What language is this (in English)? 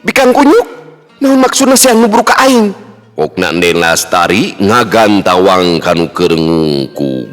Sundanese